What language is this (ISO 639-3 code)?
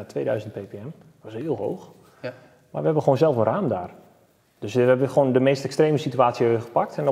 nld